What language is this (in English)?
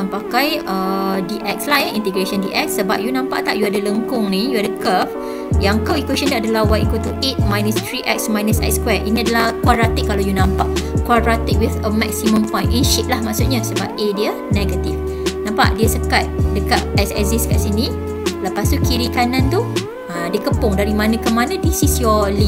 Malay